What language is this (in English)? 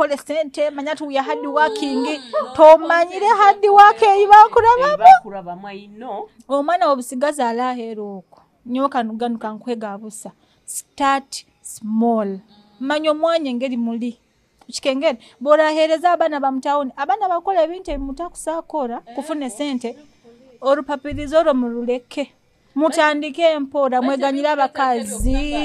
Nyoro